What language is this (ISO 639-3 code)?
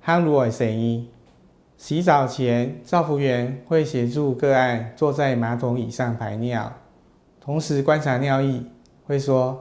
hak